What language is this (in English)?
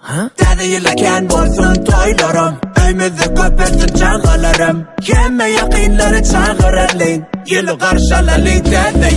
Turkmen